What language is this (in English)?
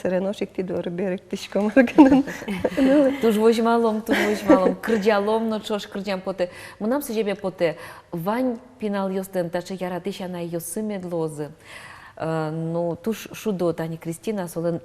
Udmurt